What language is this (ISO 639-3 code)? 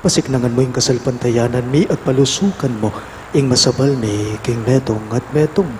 pam